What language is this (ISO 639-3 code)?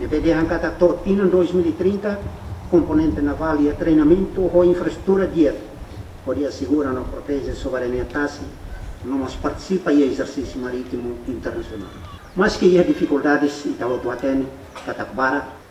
tet